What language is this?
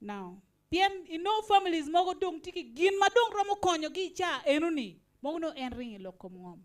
Acoli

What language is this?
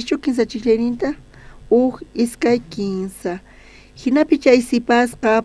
South Bolivian Quechua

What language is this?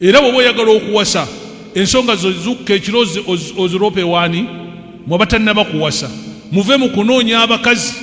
Ganda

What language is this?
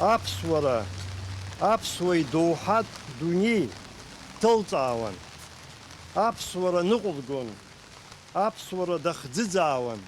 Abkhazian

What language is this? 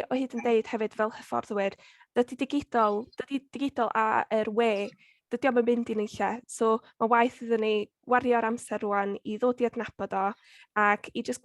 Welsh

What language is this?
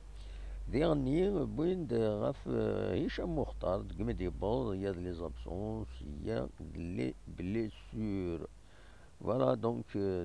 Kabyle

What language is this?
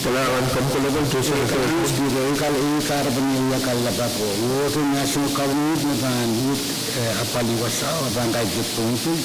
Pohnpeian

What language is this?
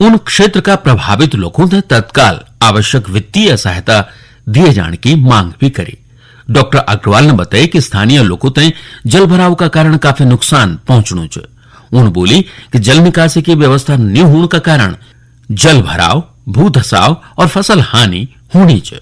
Garhwali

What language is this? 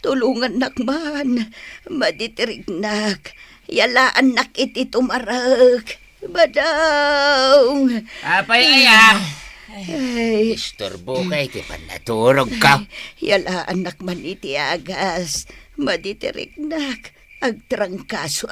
Iloko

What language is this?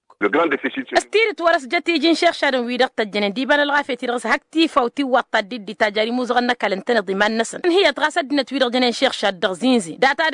Tamasheq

